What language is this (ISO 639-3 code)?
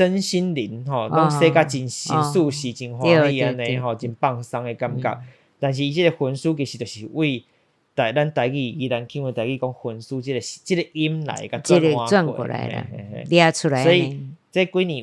nan